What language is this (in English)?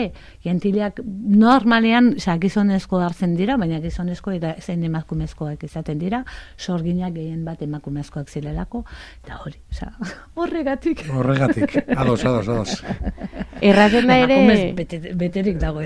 Basque